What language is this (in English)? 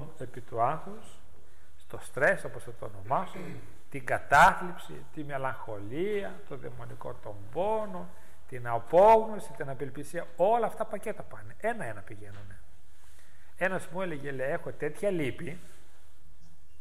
Greek